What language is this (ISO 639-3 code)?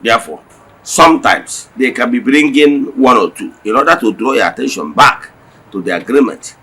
ibo